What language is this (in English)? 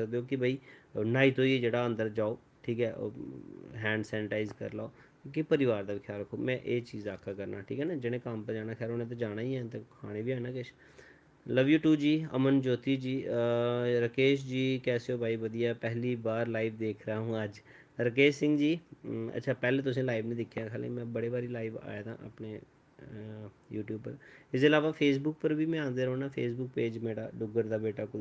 Dogri